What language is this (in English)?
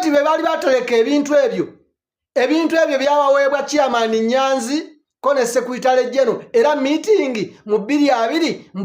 Ganda